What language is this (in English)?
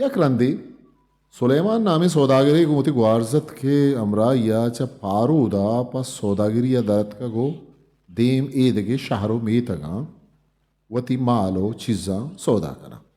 Eastern Balochi